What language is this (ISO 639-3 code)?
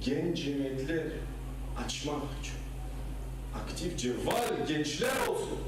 crh